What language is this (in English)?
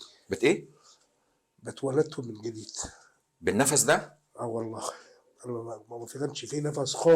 Egyptian Arabic